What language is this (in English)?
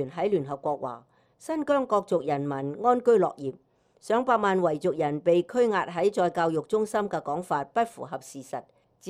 Cantonese